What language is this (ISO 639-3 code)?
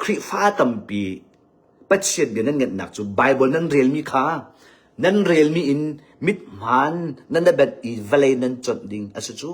cnh